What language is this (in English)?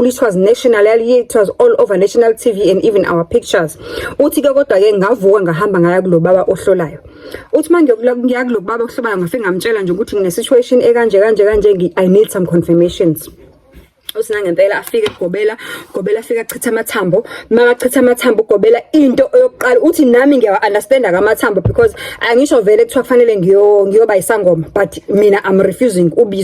Zulu